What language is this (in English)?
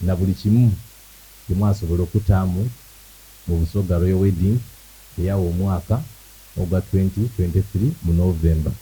Soga